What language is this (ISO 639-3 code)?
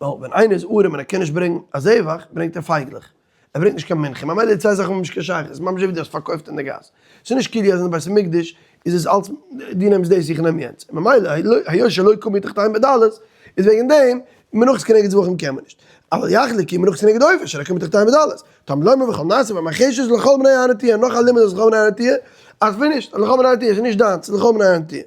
yid